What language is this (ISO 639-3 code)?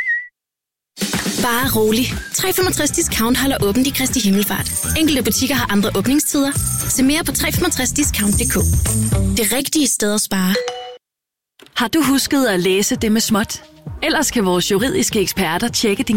dan